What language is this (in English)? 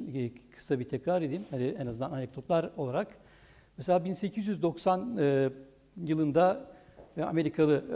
Turkish